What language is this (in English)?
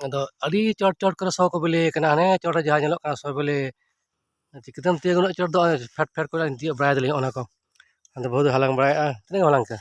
Santali